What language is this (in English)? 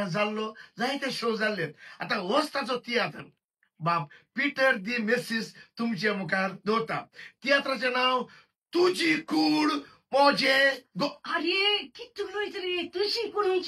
Konkani